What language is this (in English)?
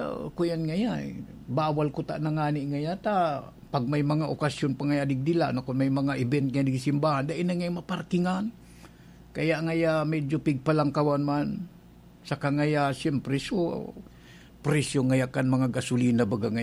Bikol